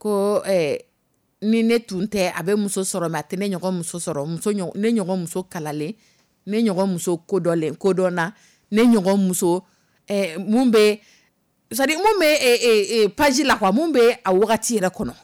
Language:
Dyula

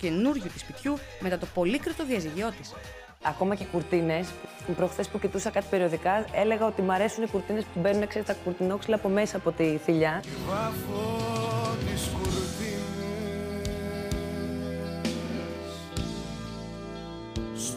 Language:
Greek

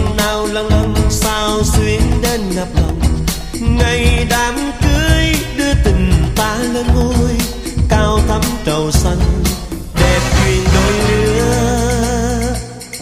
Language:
Vietnamese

